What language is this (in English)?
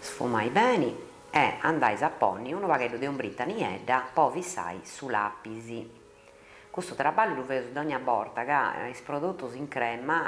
Sardinian